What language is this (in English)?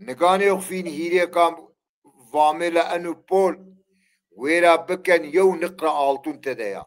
Zaza